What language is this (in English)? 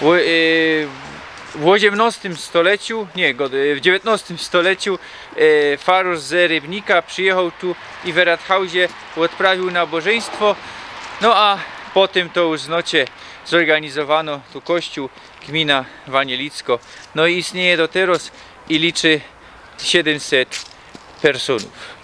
Silesian